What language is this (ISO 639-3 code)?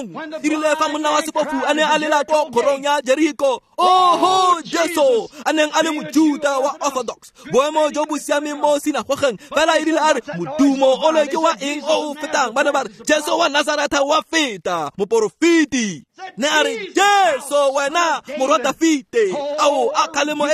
tsn